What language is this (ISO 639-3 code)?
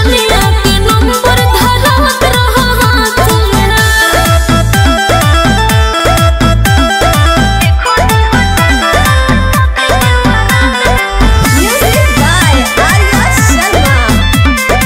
bho